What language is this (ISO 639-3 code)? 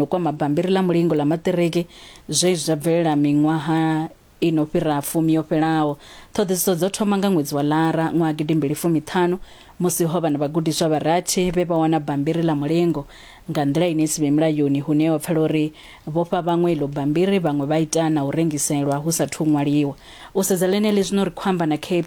ven